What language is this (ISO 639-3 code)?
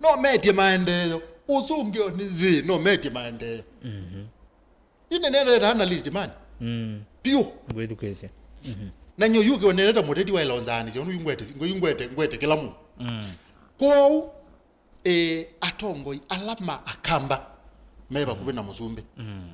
kam